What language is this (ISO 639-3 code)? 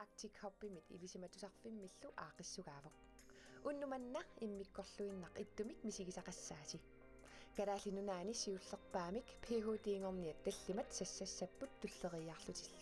kal